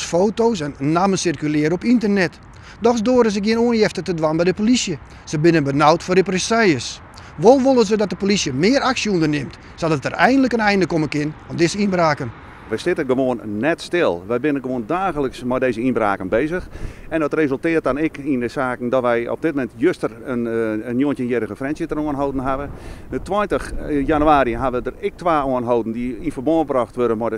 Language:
Western Frisian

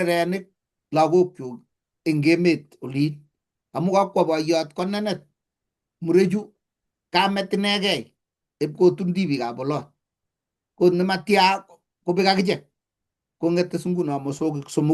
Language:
Kalenjin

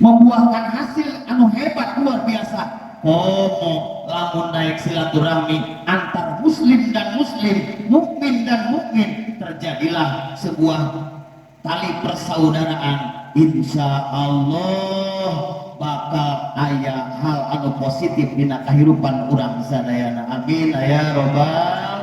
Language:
Sundanese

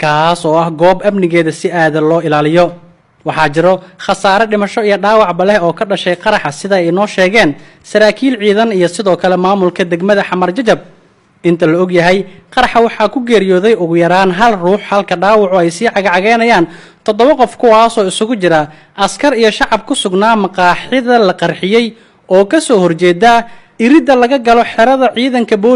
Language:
Somali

